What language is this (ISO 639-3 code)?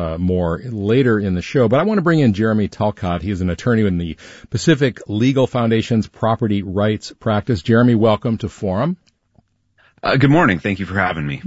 eng